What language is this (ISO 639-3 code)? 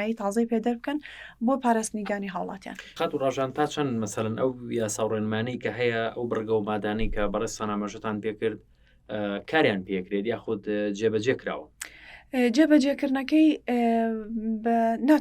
ckb